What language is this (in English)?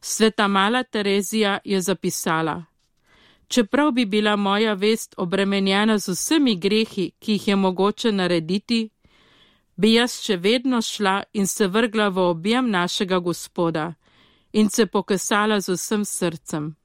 Slovenian